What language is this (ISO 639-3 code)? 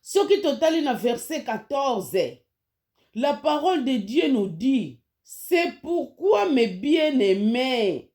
lin